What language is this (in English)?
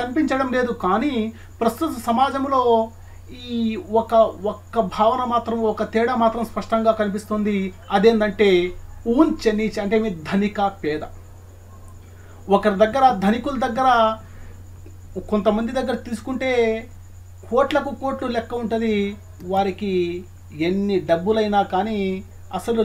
Telugu